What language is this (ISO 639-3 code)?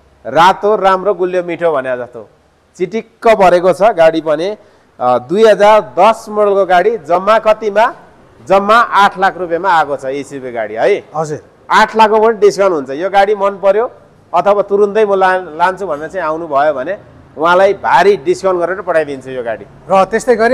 nep